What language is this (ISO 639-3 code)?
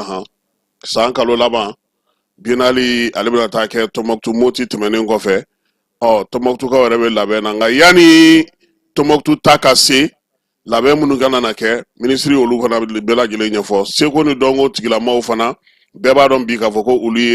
bam